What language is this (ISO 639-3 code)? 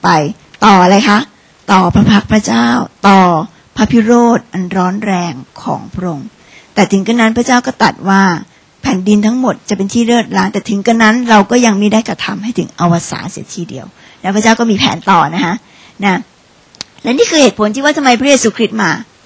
tha